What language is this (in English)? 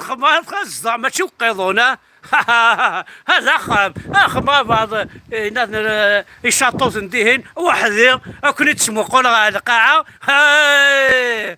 Kabyle